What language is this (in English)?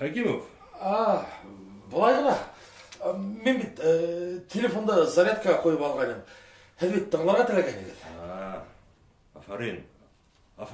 Bashkir